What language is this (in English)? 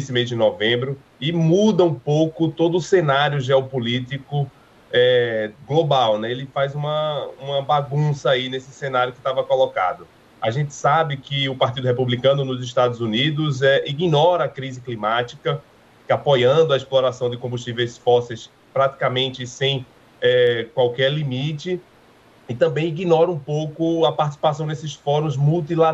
Portuguese